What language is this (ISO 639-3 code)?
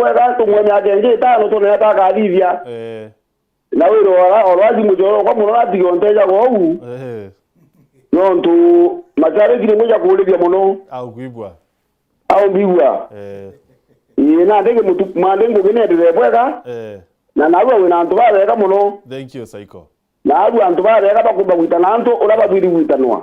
mer